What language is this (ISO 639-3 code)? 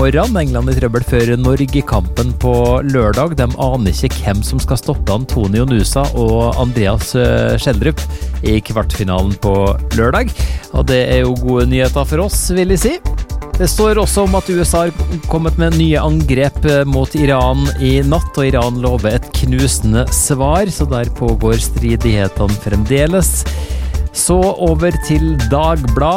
nor